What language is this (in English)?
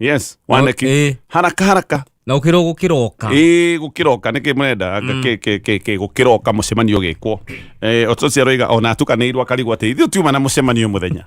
Kikuyu